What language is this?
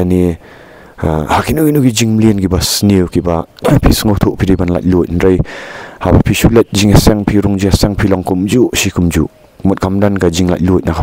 Khasi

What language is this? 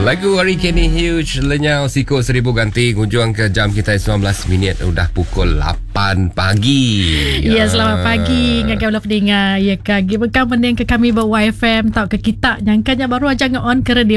Iban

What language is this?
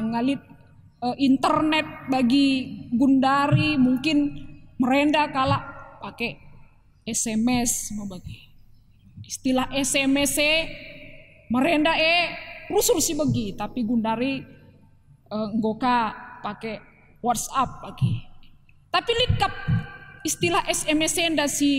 Batak Karo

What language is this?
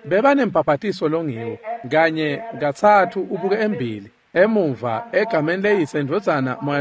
Swati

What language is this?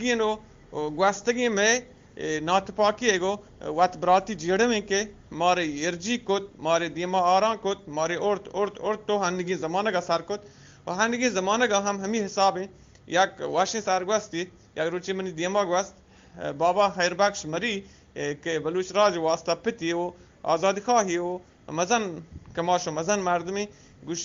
Eastern Balochi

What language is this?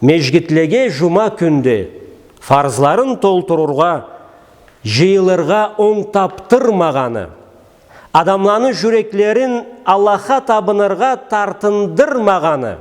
Karachay-Balkar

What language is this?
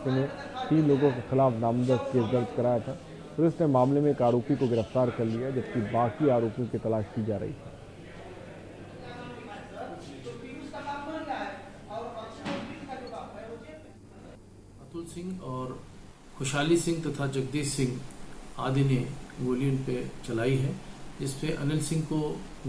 Hindi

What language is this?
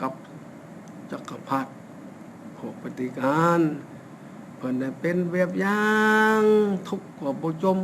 Lao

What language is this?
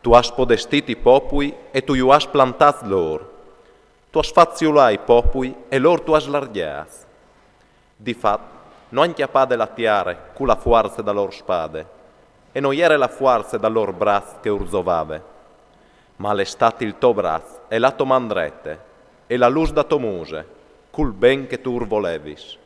Friulian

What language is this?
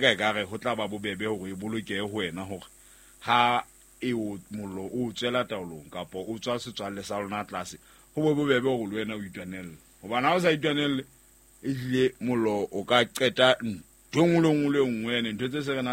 Southern Sotho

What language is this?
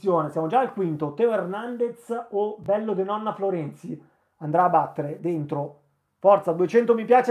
Italian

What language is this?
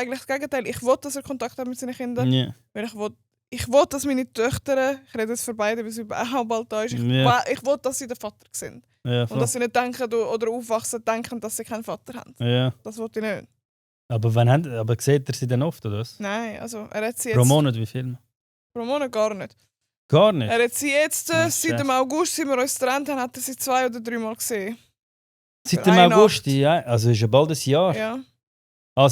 Swiss German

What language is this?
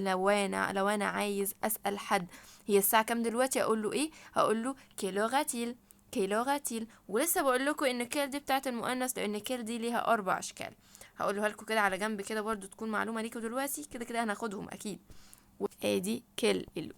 Egyptian Arabic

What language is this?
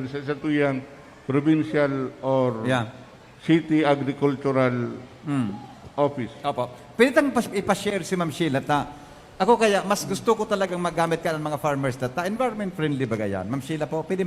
Bikol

